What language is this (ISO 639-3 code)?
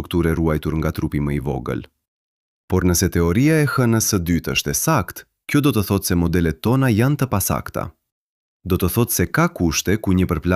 sqi